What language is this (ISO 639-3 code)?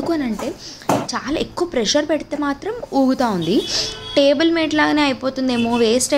tel